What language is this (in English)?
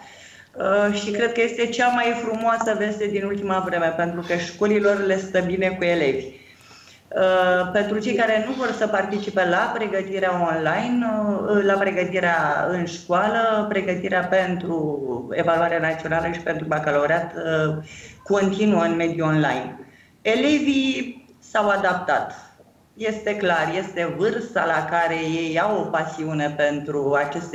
Romanian